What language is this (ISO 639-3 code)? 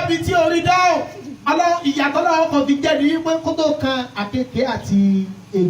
yor